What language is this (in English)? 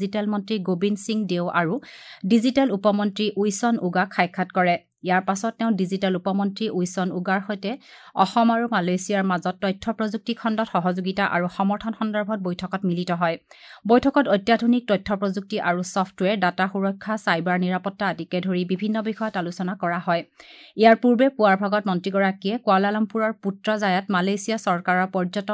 Assamese